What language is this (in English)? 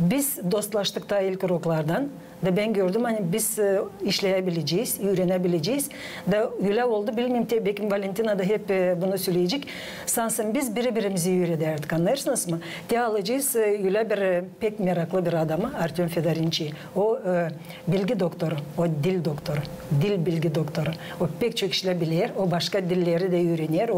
Gagauz